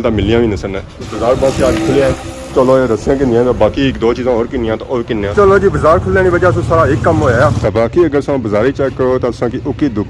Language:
Pahari-Potwari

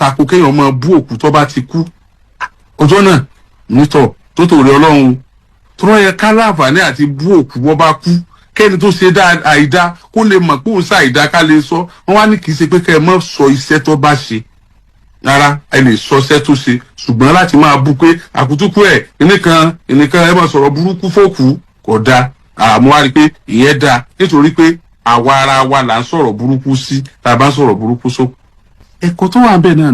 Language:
Yoruba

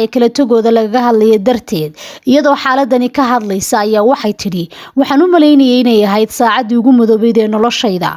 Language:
Somali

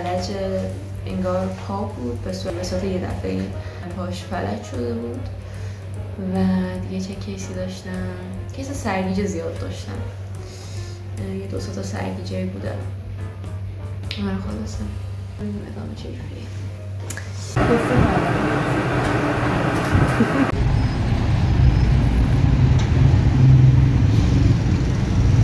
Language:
Persian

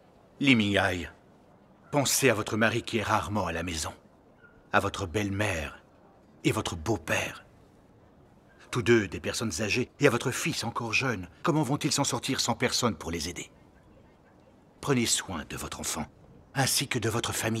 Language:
French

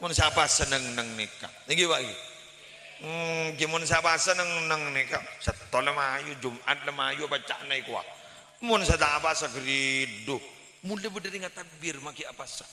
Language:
Madurese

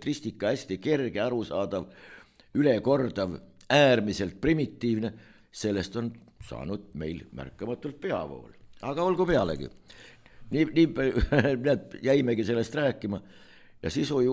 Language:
Estonian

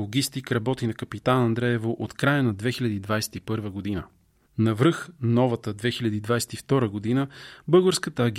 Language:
Bulgarian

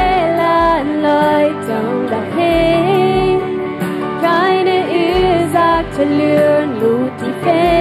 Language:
Plautdietsch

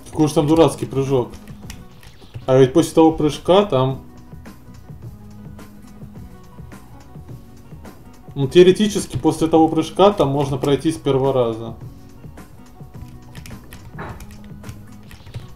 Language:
Russian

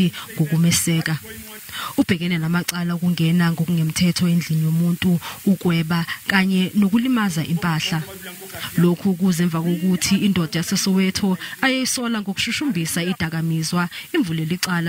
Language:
Zulu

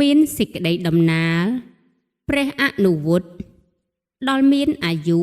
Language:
Khmer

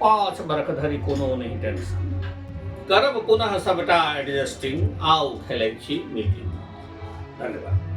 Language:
Maithili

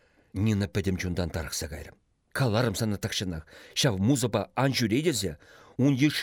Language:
Chuvash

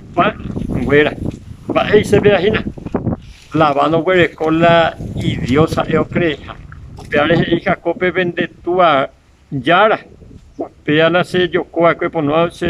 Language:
Guarani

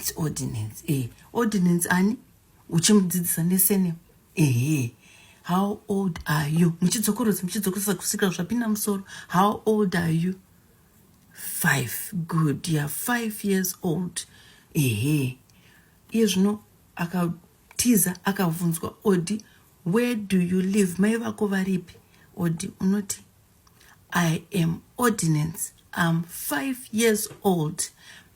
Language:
Shona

